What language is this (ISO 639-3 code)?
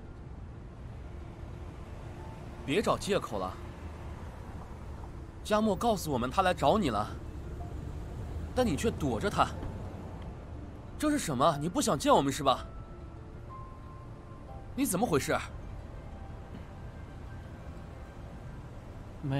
zho